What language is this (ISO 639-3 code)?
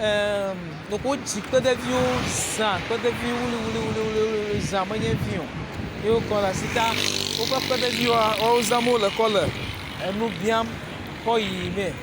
ewe